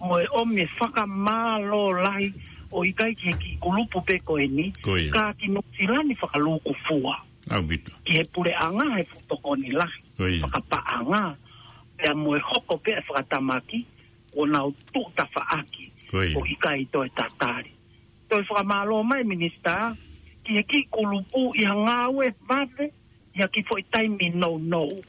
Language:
Tongan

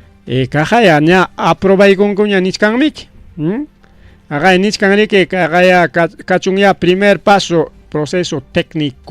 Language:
Ayacucho Quechua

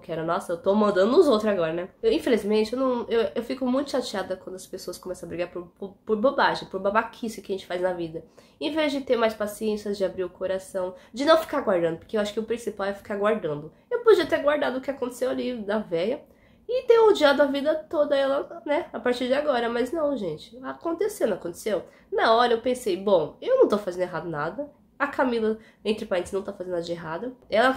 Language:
Portuguese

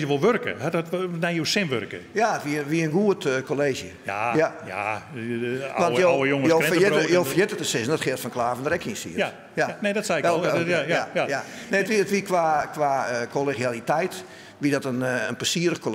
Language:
Western Frisian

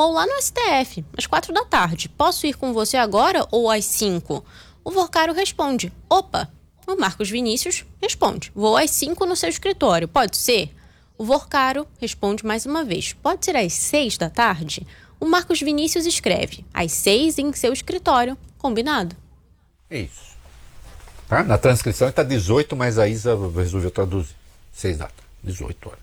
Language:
Portuguese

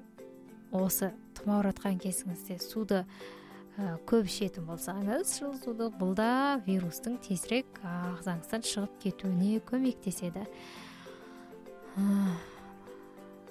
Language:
Kazakh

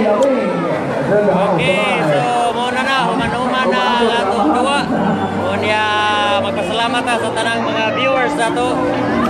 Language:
Cebuano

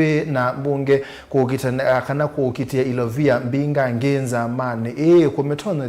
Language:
Kamba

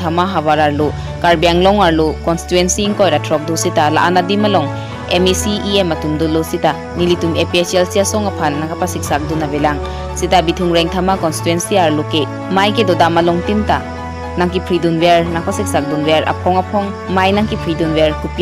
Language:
Karbi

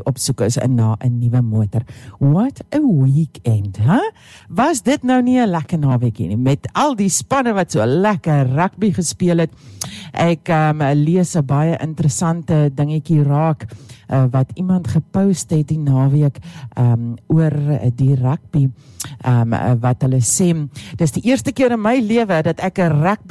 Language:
Afrikaans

